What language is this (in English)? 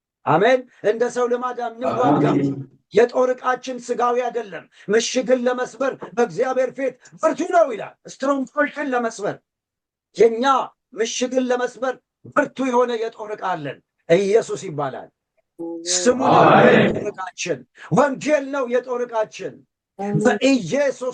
Amharic